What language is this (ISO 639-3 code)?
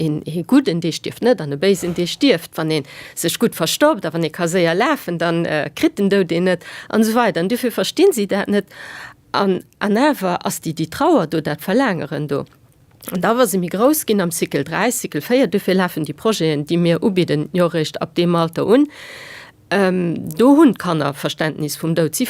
ltz